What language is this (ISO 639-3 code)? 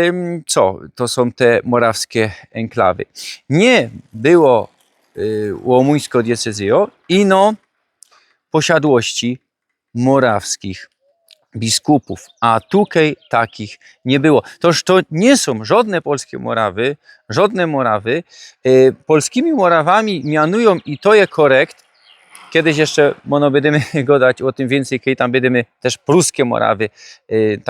szl